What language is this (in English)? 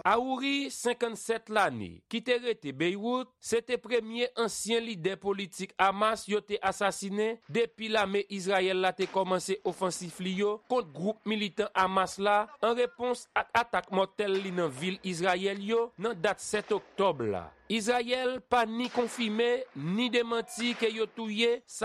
Haitian Creole